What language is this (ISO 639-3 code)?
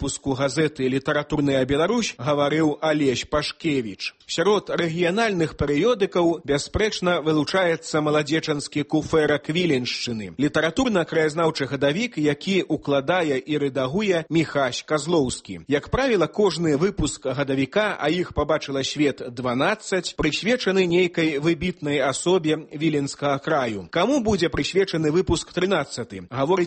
bel